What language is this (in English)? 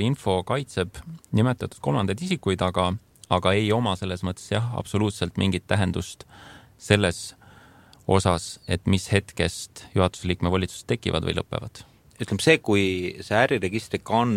Estonian